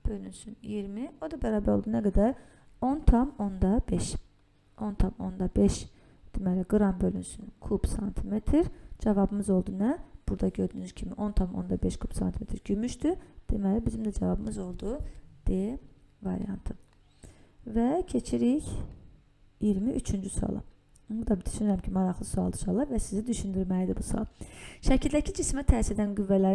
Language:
Azerbaijani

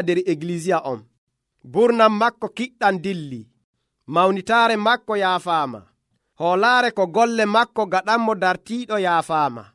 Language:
Nigerian Fulfulde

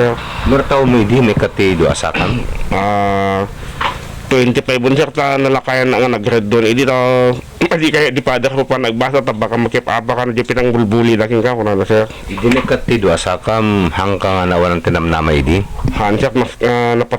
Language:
Iloko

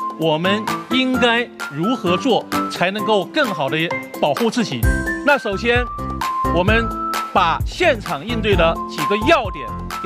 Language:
Chinese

